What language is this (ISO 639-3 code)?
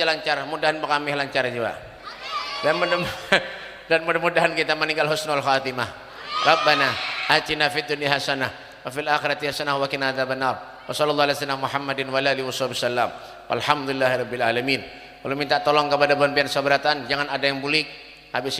bjn